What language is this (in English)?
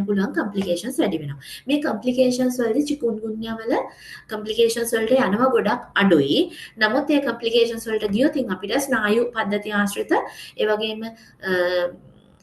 Sinhala